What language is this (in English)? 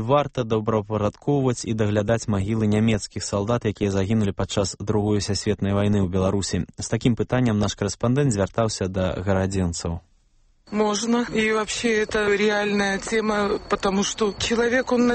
Belarusian